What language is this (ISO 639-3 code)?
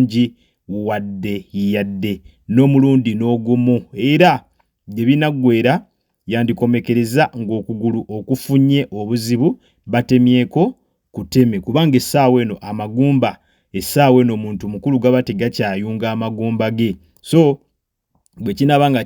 lug